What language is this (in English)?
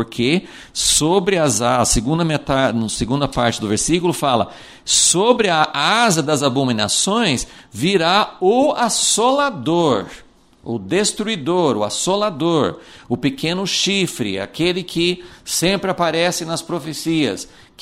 Portuguese